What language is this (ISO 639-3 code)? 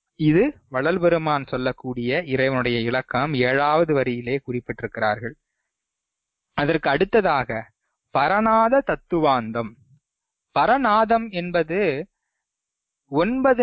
tam